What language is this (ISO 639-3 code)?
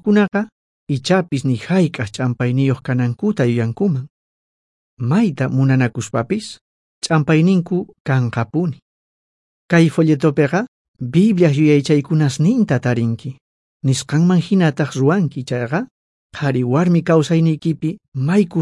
quh